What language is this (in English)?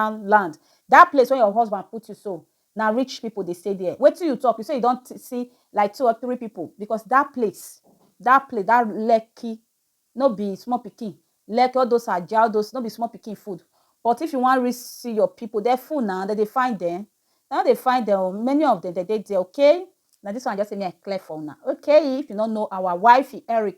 Nigerian Pidgin